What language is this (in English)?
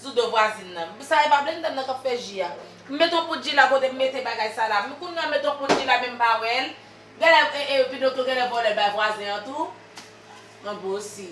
Haitian Creole